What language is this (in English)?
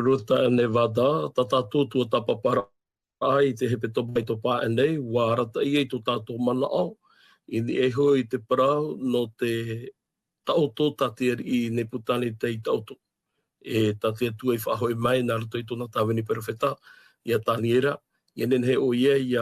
Tahitian